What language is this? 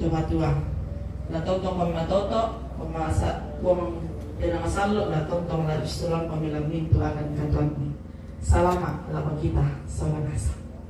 Toraja-Sa'dan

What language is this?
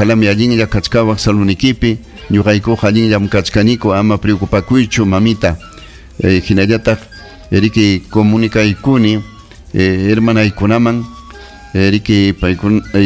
Ayacucho Quechua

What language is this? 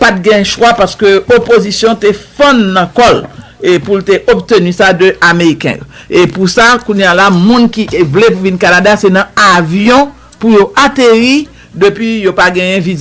Haitian Creole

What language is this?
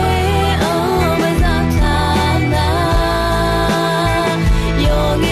Akha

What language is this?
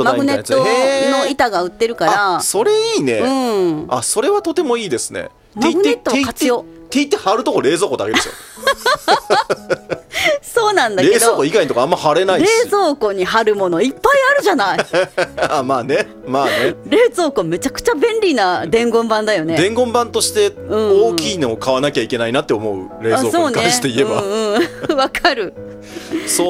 Japanese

